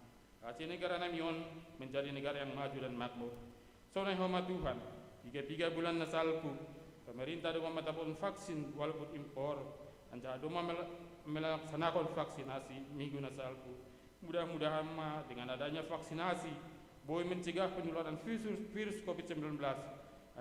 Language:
Batak Simalungun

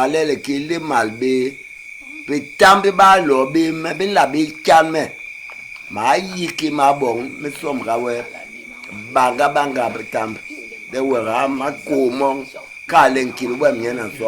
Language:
Basaa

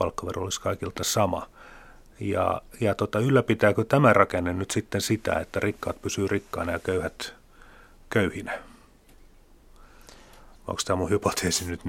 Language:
Finnish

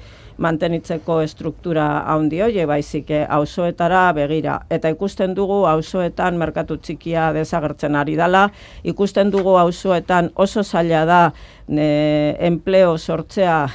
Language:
Basque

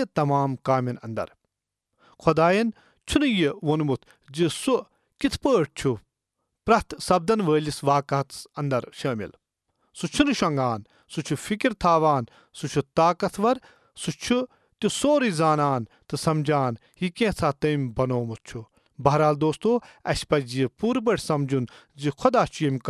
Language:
Kashmiri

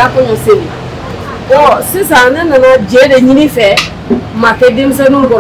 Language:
Bambara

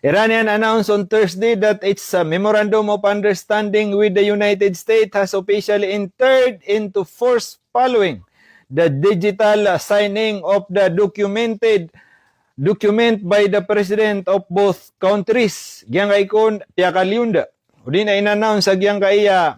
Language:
Maranao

